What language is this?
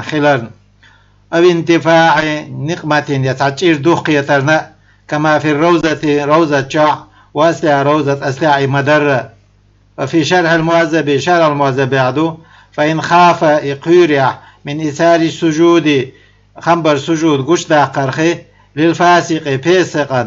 Chechen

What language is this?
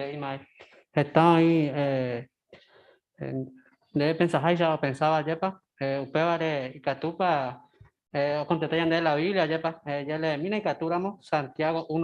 Guarani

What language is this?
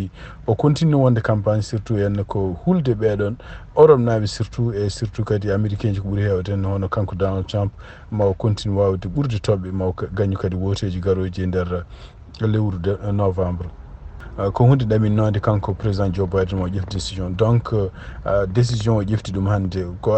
Fula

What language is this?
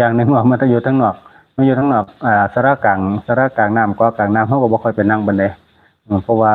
Lao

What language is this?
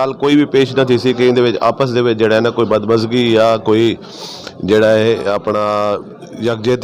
Western Panjabi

